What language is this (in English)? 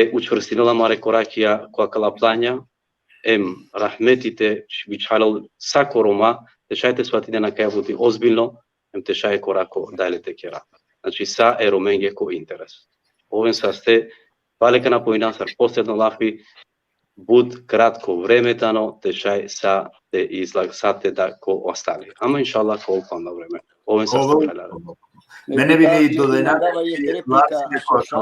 Balkan Romani